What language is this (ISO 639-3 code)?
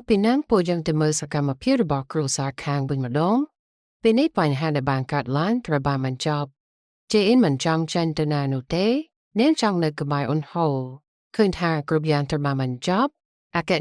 khm